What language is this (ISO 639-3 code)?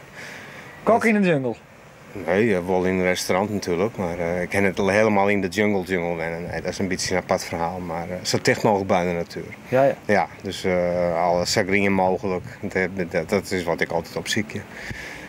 fry